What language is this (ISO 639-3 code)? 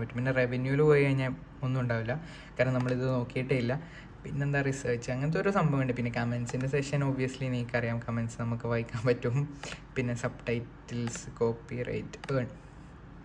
mal